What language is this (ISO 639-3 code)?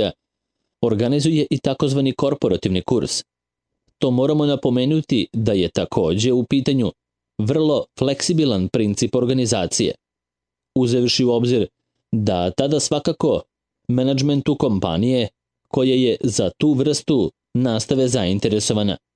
srp